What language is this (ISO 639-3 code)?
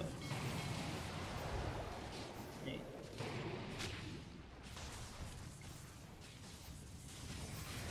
hun